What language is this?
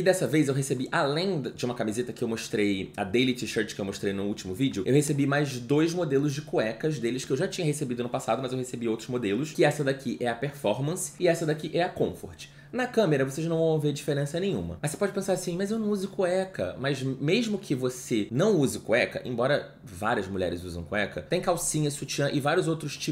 Portuguese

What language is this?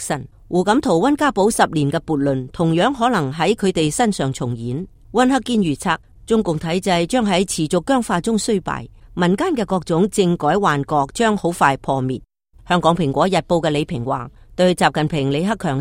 Cantonese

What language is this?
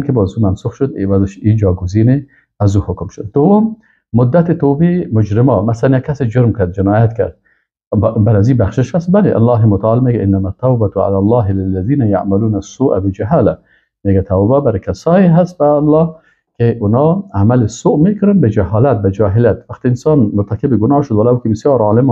Persian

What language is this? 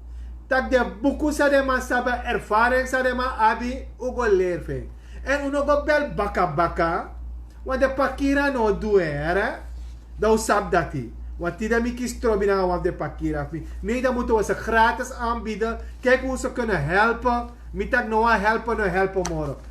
Sranan Tongo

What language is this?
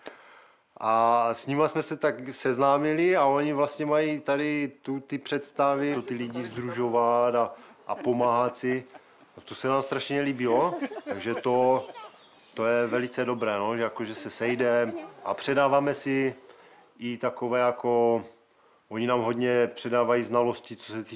Czech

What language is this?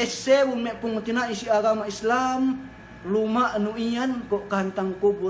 Yakan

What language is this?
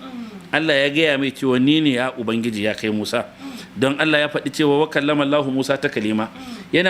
Hausa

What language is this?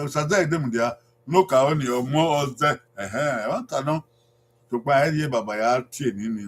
Bini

